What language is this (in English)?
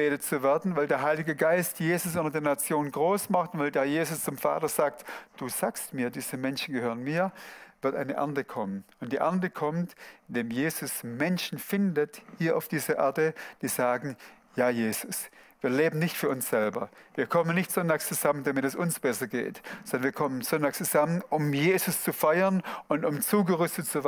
Swiss German